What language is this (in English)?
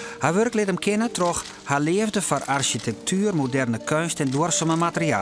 Western Frisian